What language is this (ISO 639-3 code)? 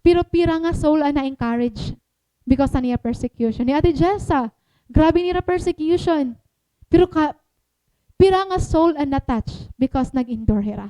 war